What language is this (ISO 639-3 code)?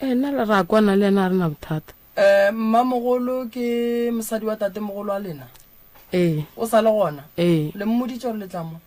nso